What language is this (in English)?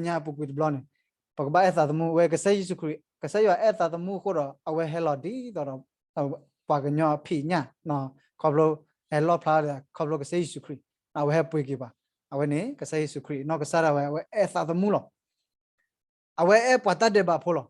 S'gaw Karen